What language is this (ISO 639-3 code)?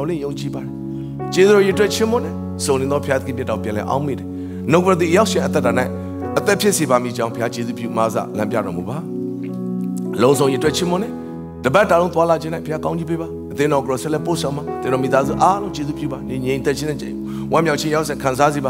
mya